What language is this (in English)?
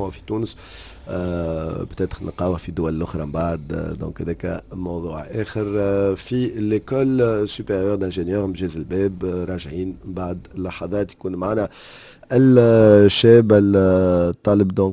Tunisian Arabic